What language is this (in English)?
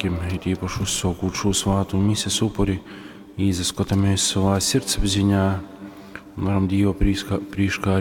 Latgalian